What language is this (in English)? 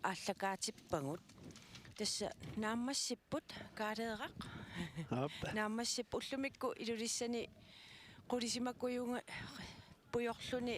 Kalaallisut